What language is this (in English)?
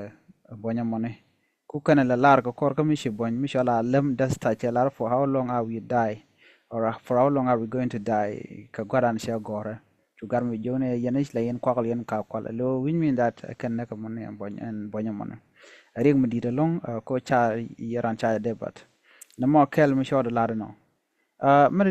Nuer